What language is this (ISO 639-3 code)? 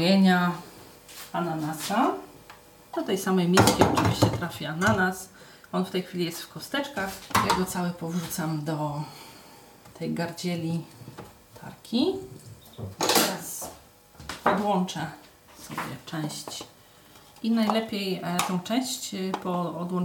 pol